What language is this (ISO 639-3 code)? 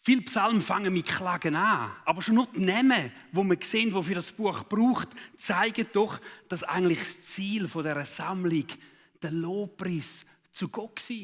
gsw